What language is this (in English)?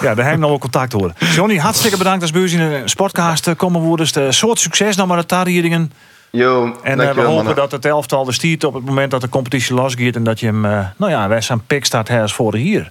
Western Frisian